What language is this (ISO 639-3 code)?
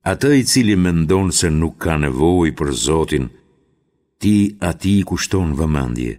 sqi